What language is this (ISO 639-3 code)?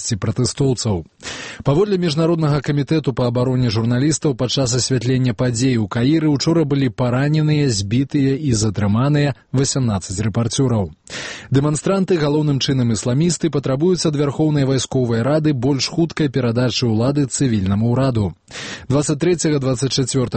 bel